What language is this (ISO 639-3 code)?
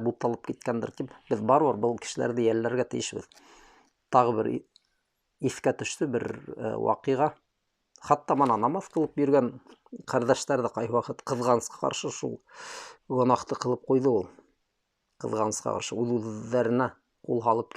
bak